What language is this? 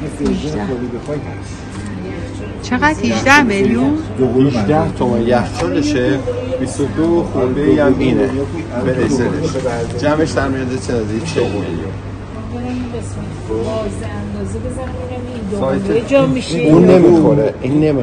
Persian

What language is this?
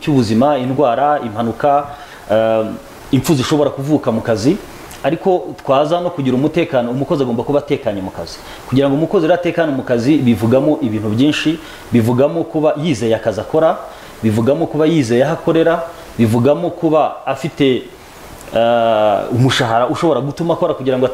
Kinyarwanda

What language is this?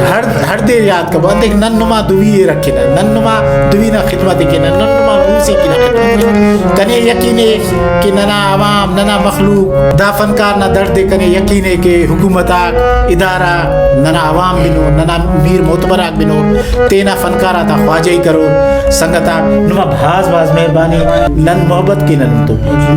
Brahui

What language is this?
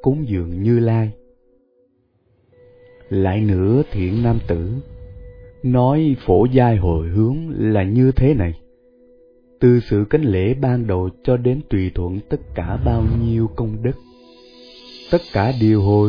Vietnamese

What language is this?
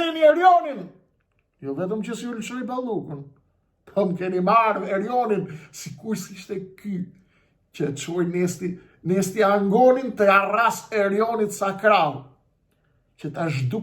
Albanian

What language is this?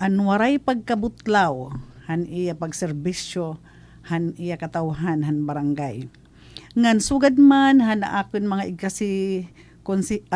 Waray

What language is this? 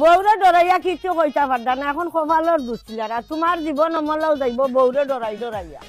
Sylheti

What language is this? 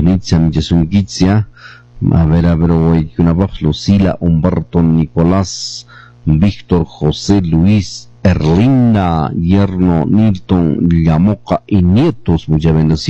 Quechua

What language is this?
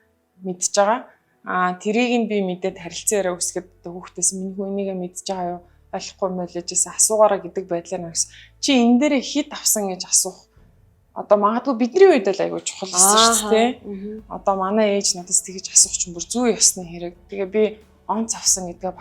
Mongolian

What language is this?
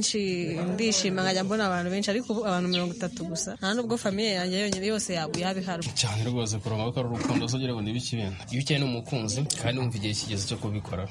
Kinyarwanda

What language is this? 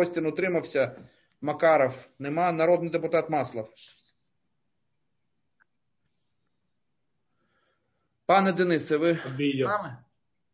Ukrainian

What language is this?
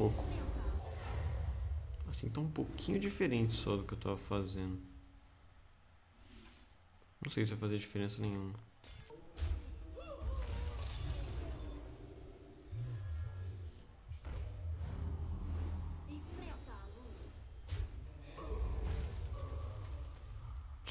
Portuguese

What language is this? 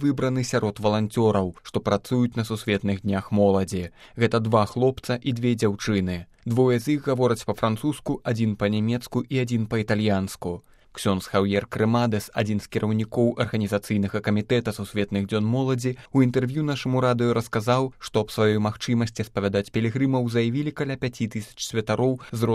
Belarusian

